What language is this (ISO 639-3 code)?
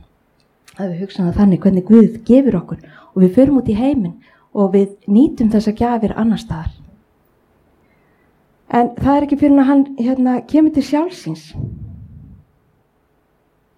isl